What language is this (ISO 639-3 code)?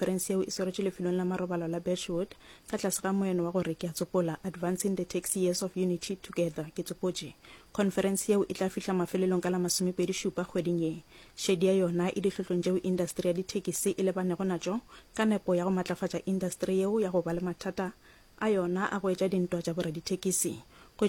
nso